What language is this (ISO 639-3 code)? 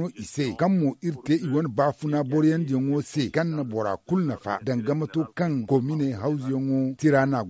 dje